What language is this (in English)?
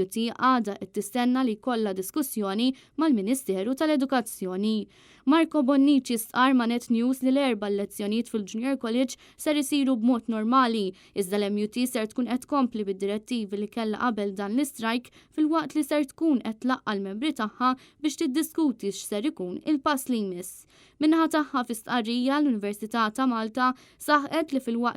Maltese